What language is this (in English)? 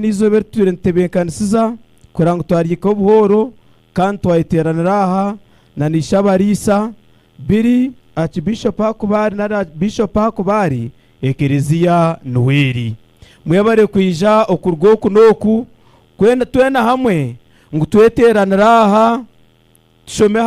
Nyankole